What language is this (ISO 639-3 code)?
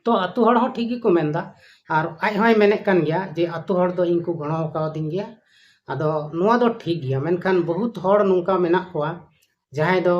sat